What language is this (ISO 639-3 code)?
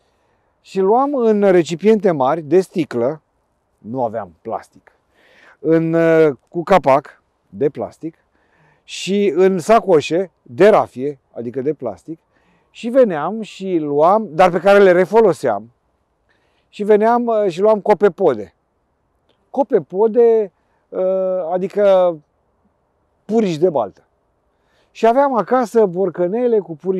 ron